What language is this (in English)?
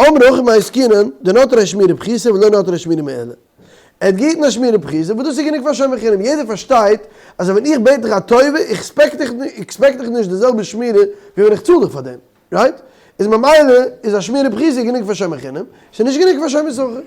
Yiddish